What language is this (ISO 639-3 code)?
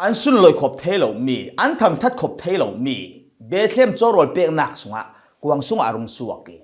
cfm